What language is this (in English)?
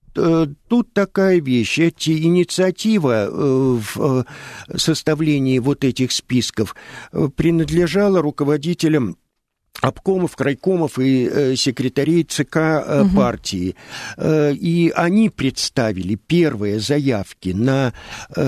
Russian